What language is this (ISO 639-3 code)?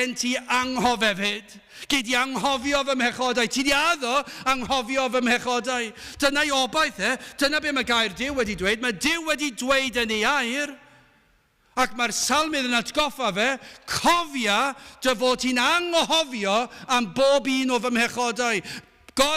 cym